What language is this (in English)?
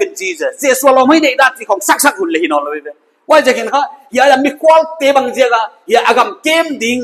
Paite Chin